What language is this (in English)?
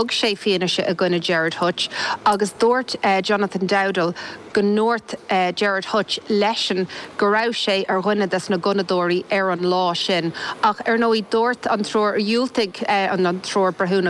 Irish